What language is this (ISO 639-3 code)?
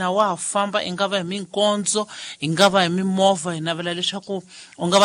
tso